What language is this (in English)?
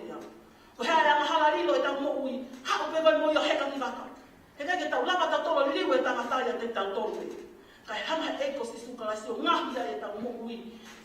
Tongan